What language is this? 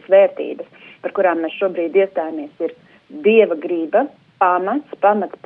Latvian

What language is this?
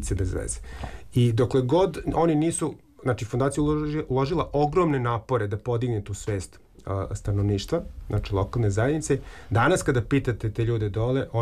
Serbian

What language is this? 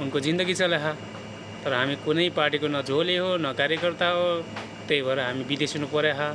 Nepali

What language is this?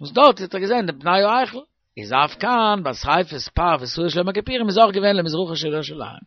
Yiddish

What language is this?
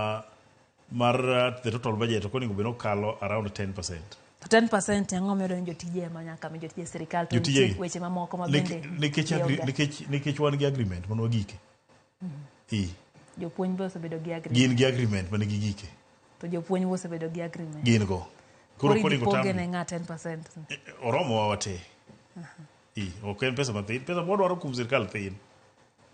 Luo (Kenya and Tanzania)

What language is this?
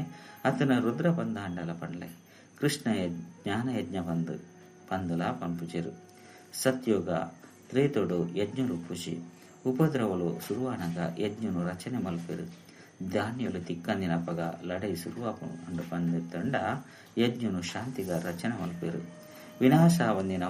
Tulu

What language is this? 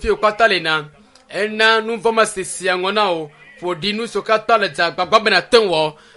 Ewe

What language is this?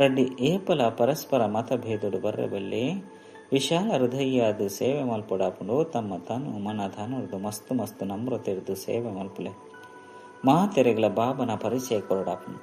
Tulu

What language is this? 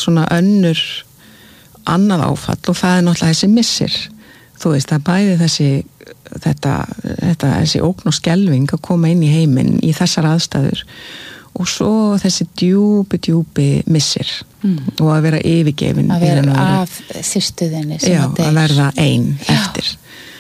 Icelandic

